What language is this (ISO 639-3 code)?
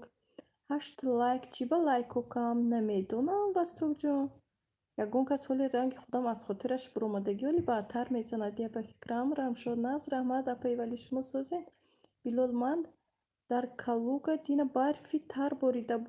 tgk